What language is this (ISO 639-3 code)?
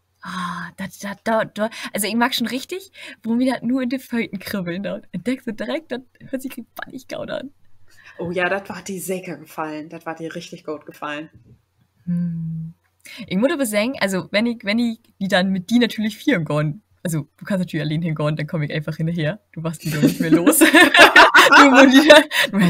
nds